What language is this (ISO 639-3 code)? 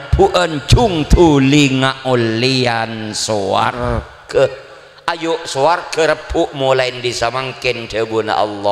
mad